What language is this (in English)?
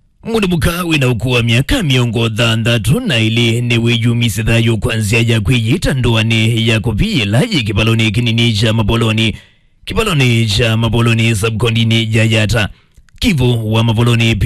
Kamba